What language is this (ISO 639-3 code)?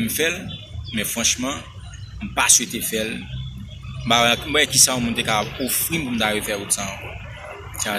hat